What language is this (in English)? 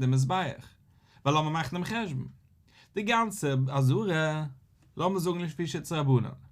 Yiddish